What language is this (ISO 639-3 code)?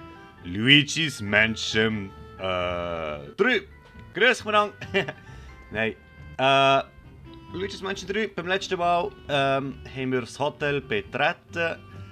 gsw